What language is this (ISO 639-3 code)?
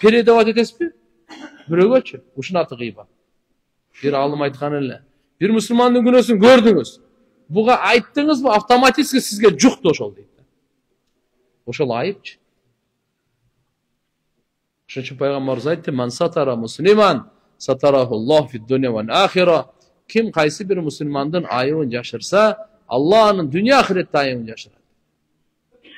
kir